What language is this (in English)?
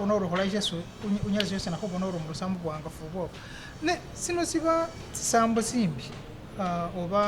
Masaaba